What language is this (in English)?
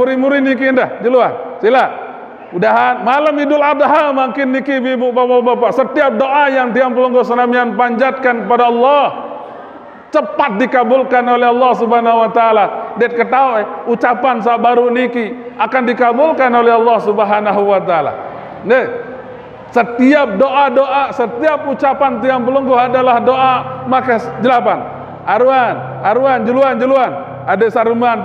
Sasak